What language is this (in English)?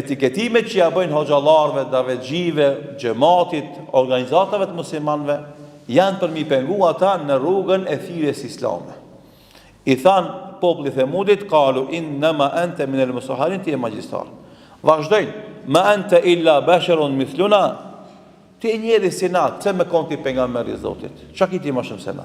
Albanian